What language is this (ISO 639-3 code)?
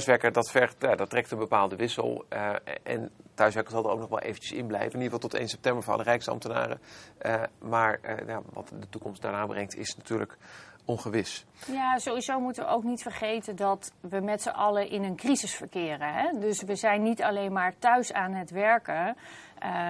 nld